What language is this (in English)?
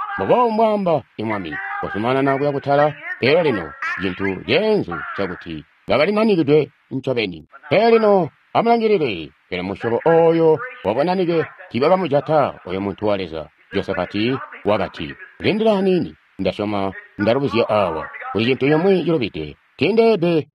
Tonga (Zambia)